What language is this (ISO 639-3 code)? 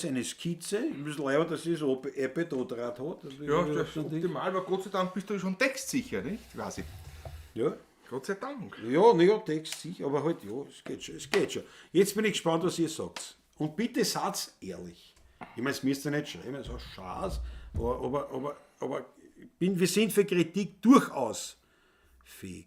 bar